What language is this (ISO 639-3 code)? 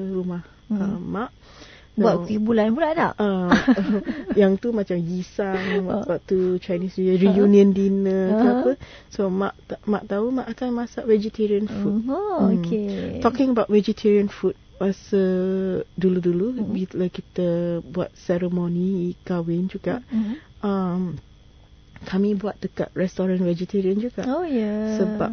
msa